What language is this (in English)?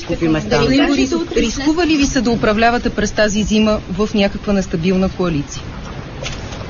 Bulgarian